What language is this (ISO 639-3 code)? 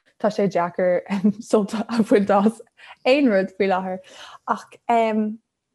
gle